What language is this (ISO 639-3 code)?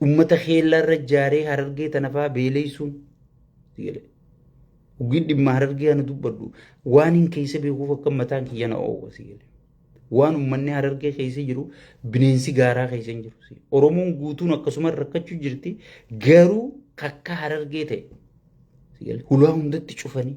orm